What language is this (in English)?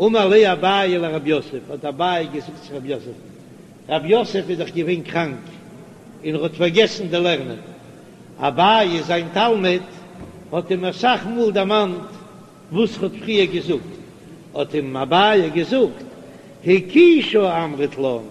Yiddish